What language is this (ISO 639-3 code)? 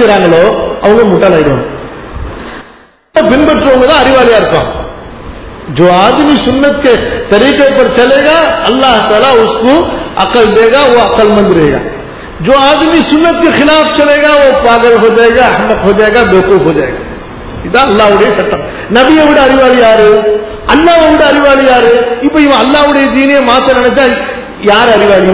tam